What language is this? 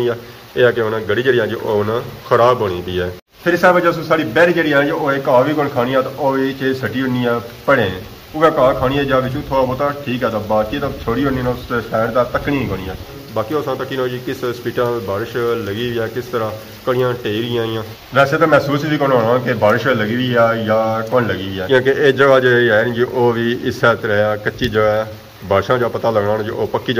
Pahari-Potwari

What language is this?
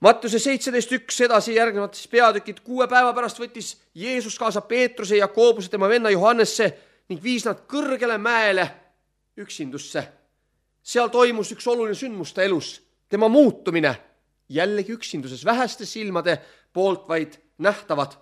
Estonian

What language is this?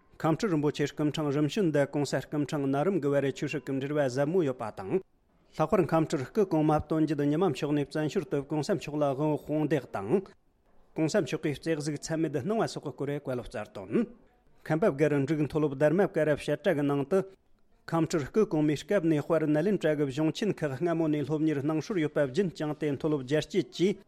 Tibetan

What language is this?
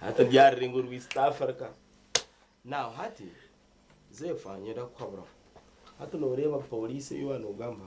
Nyankole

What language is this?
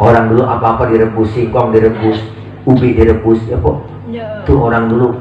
Betawi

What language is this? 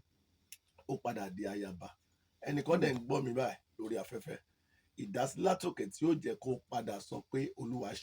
Yoruba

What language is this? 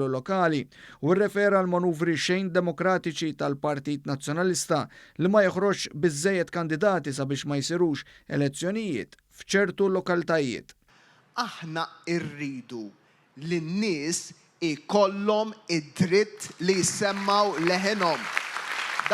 Maltese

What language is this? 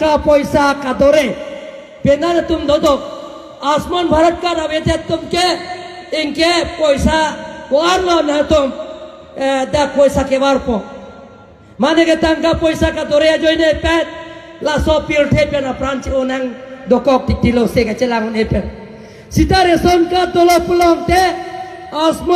Karbi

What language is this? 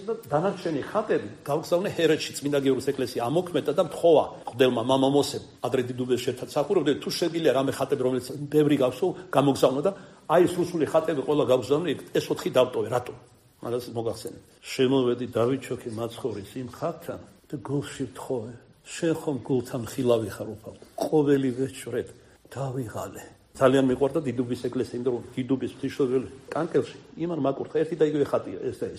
Georgian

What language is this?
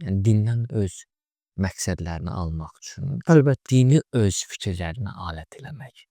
Azerbaijani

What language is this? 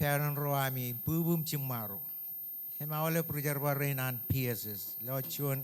Marshallese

